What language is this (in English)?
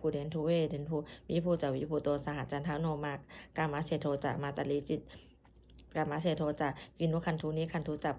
Pali